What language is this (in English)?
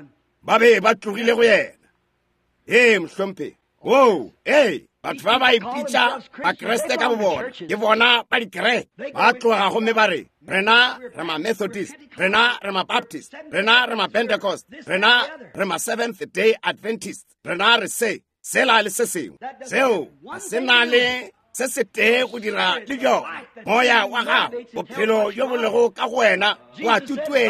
Northern Sotho